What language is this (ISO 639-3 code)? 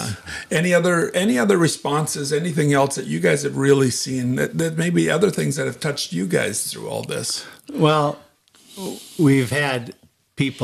eng